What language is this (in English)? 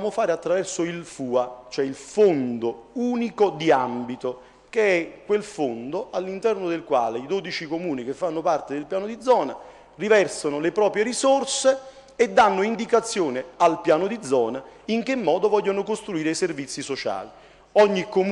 Italian